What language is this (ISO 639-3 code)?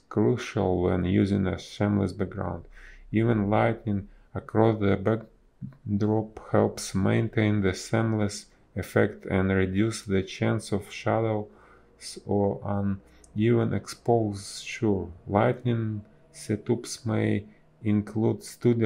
eng